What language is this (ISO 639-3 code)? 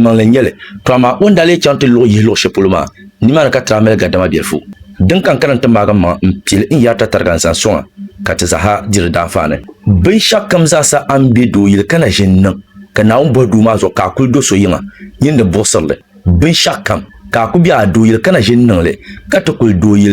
dag